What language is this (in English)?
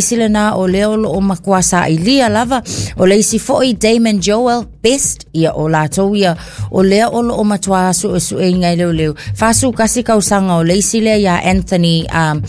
Samoan